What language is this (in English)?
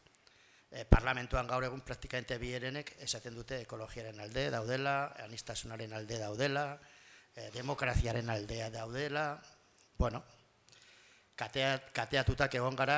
Basque